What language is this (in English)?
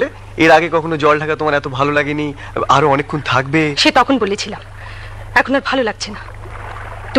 Bangla